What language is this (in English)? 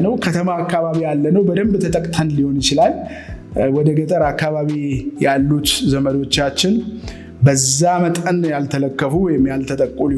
Amharic